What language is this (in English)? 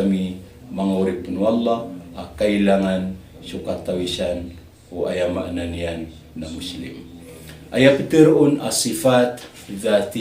Maranao